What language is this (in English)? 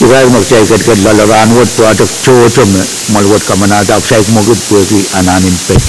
Pohnpeian